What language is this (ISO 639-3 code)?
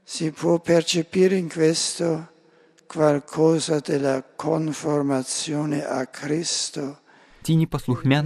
bel